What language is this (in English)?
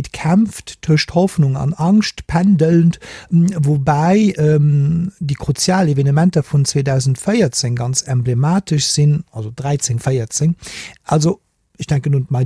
Luxembourgish